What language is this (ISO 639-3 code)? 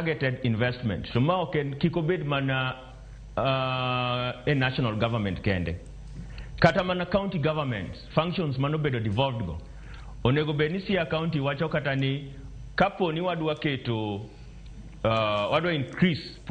luo